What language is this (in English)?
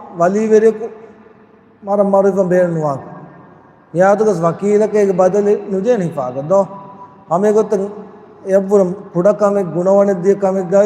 Divehi